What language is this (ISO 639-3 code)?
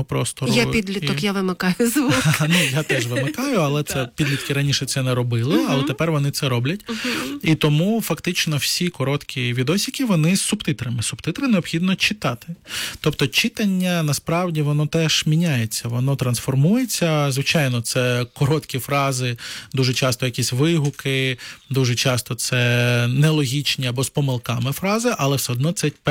ukr